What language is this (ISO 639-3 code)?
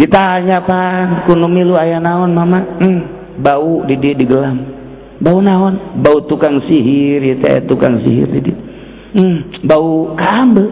sun